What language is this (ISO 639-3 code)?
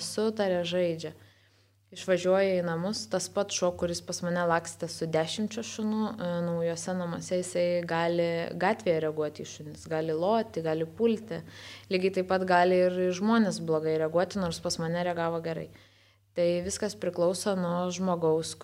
lit